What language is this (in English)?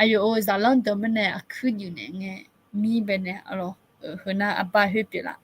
Akha